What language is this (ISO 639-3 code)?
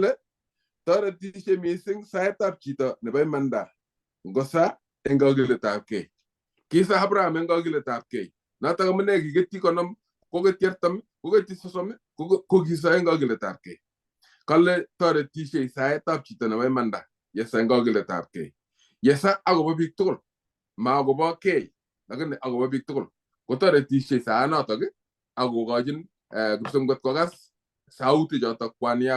kln